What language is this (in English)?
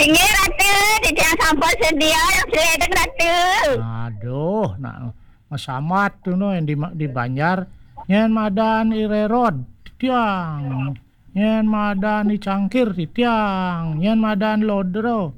Balinese